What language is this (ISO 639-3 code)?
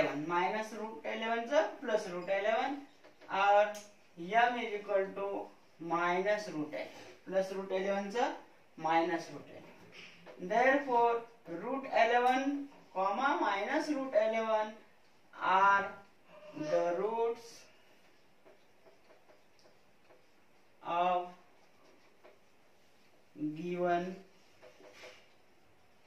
mar